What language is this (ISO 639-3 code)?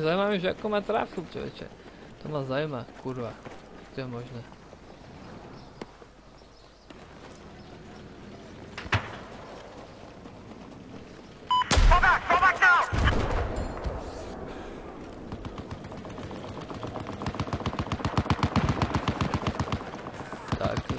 slk